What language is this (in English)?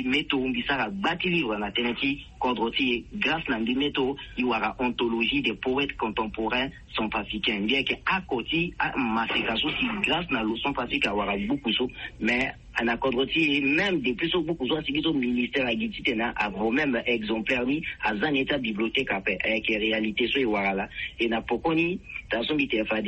Sango